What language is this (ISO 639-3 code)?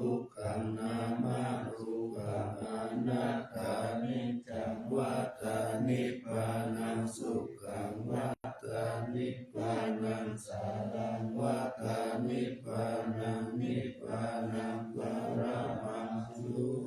pli